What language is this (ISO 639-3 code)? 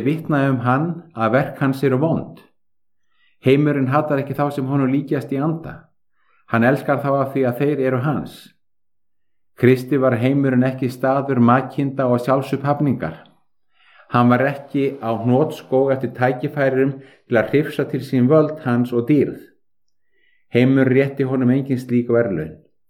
isl